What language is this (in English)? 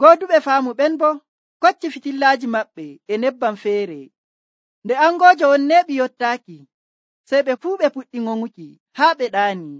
Nigerian Fulfulde